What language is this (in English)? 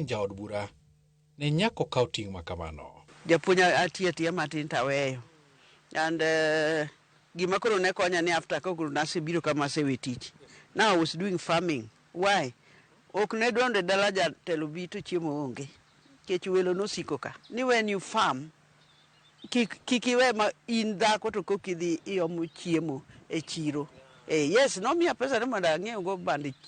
Luo (Kenya and Tanzania)